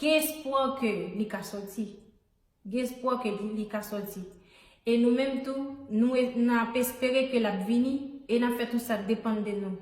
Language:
Haitian Creole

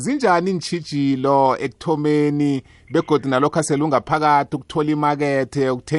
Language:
South Ndebele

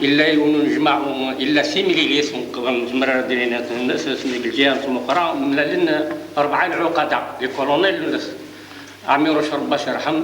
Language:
Kabyle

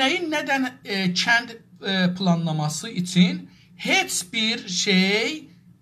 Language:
South Azerbaijani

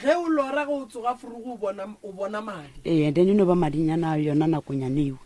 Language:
Northern Sotho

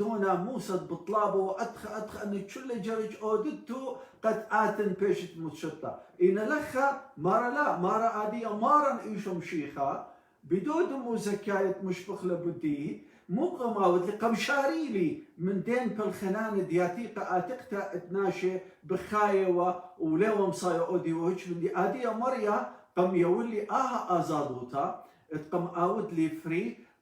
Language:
Assyrian Neo-Aramaic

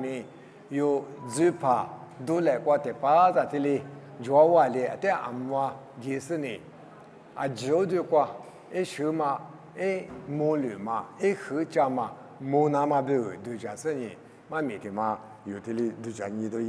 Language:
Lisu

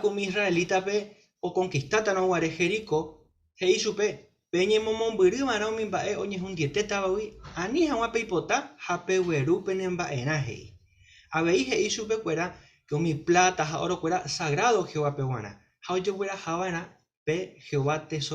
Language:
Guarani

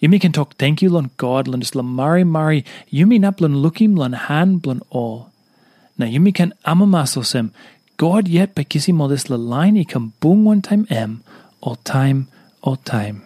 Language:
Tok Pisin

